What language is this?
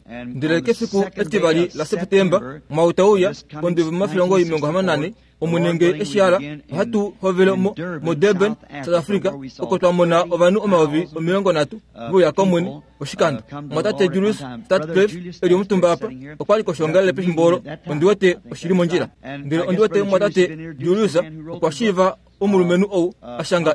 Kuanyama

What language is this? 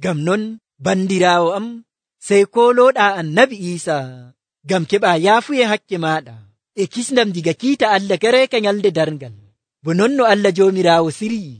Nigerian Fulfulde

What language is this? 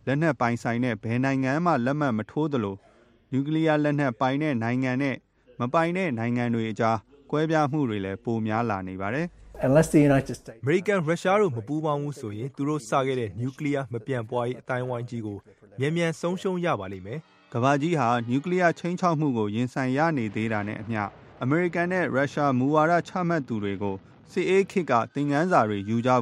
Burmese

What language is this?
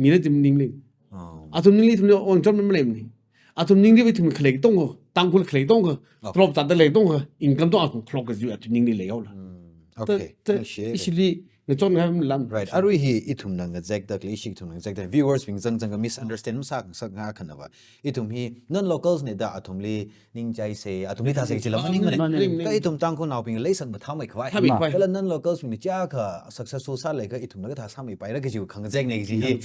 Tangkhul Naga (India)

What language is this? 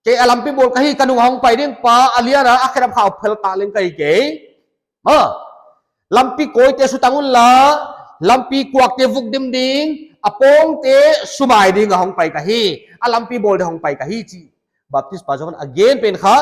Paite Chin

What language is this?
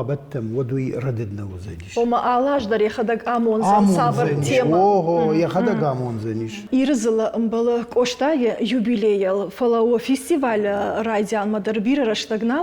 Ossetic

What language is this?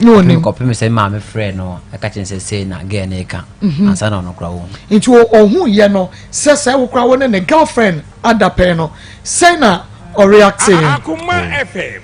Akan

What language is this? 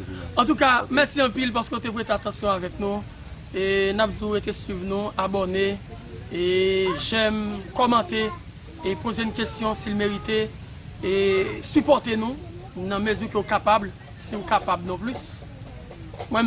Haitian Creole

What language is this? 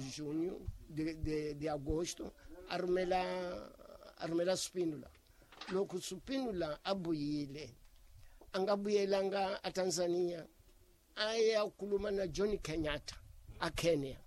Tsonga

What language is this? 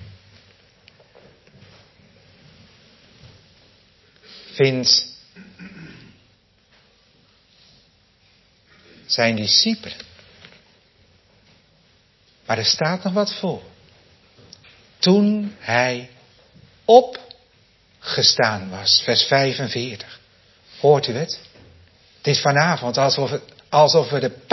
Dutch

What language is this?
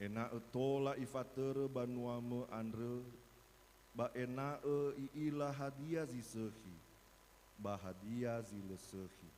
Nias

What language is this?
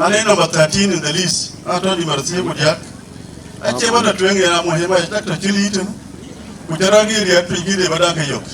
Dinka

